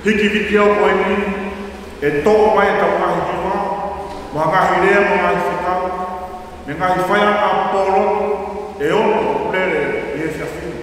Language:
Tongan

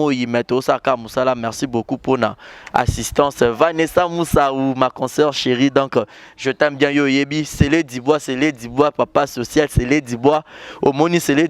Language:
Lingala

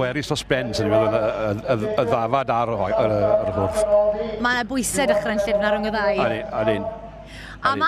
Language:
Welsh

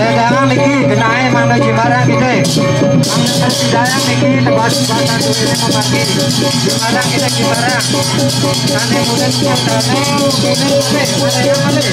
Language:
Balinese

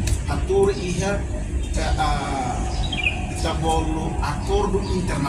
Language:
Tetum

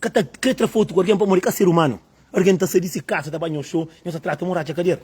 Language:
Kabuverdianu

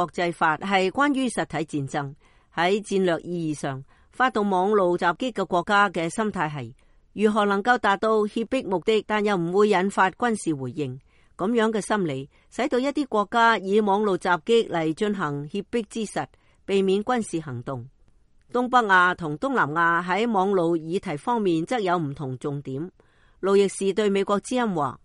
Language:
Cantonese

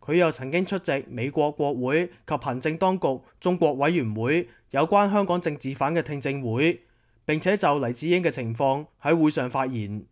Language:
Cantonese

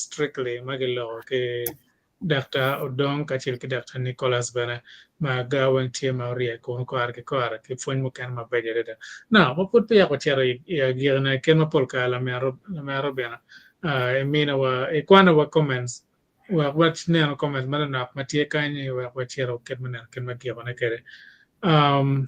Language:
Acoli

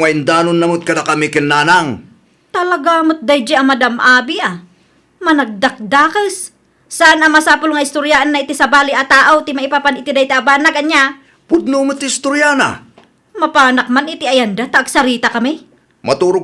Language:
Iloko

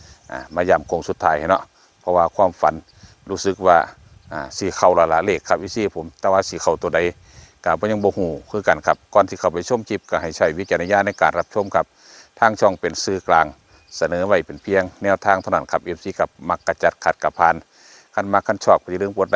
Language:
Northeastern Thai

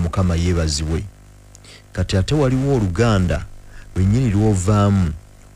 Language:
Ganda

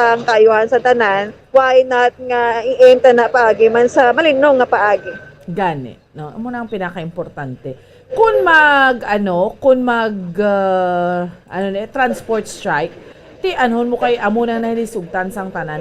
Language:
Hiligaynon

